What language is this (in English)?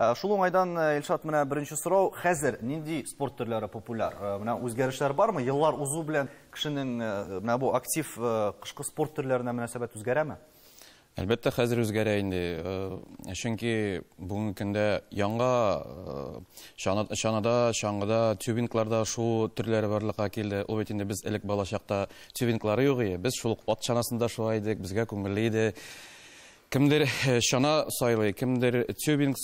Tatar